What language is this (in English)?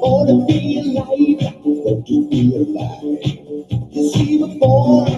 Bikol